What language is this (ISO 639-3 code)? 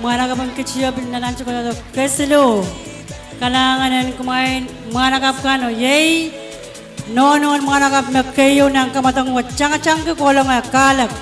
pon